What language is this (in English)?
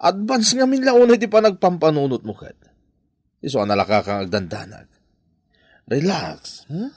Iloko